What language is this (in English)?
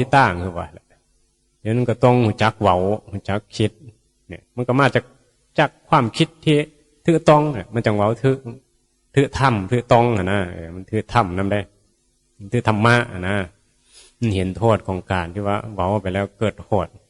Northeastern Thai